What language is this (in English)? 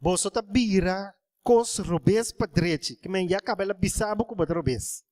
Papiamento